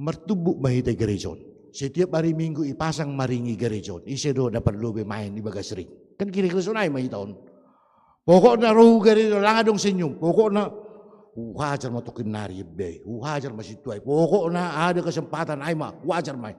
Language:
Batak Simalungun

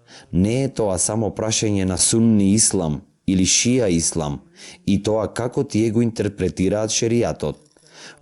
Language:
Macedonian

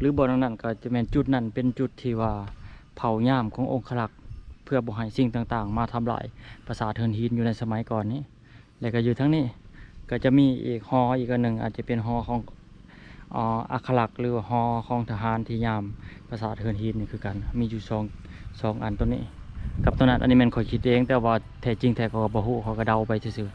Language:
Lao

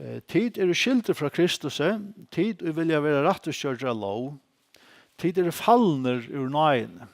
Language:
Faroese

